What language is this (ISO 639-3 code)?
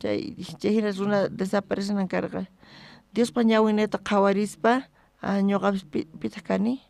quh